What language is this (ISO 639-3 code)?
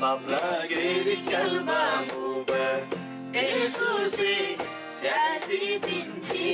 taj